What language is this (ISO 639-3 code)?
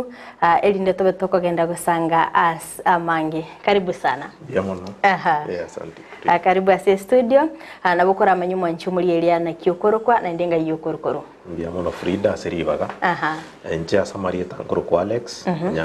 guz